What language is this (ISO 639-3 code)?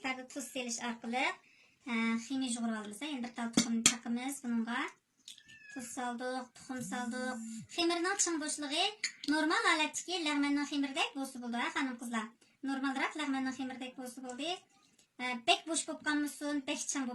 uig